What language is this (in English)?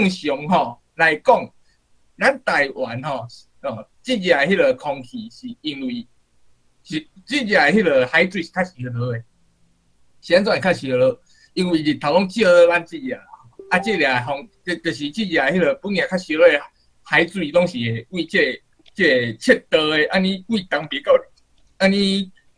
Min Nan Chinese